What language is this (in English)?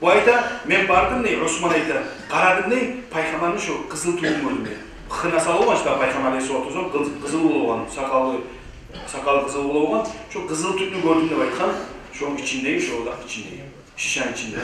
Kumyk